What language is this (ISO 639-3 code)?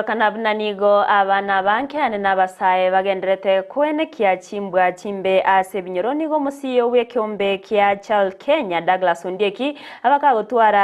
guz